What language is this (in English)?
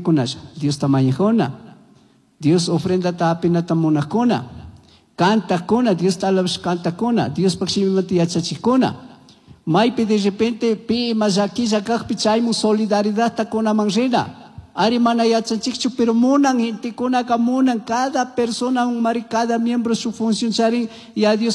Chimborazo Highland Quichua